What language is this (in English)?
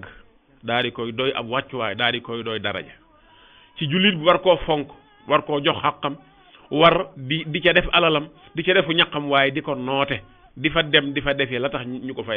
Wolof